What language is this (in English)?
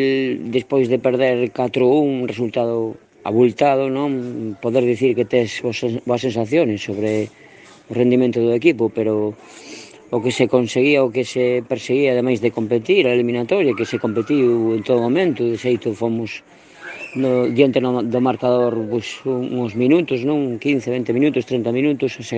Galician